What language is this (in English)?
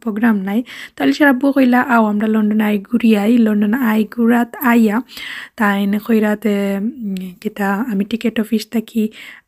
Sylheti